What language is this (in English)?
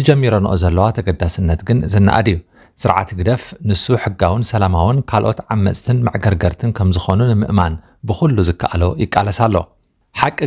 Tigrinya